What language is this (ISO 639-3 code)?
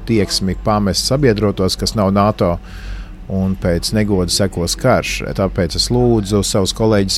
lav